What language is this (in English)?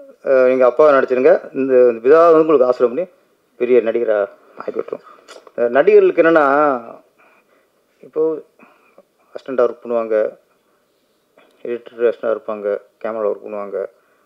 Tamil